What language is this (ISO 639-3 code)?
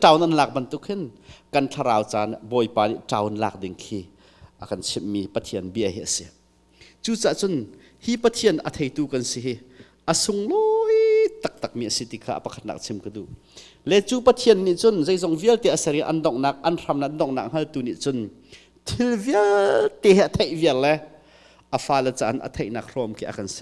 cnh